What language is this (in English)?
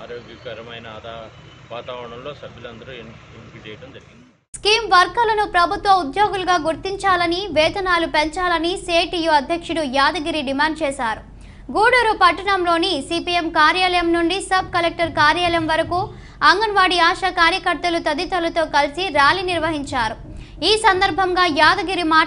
Telugu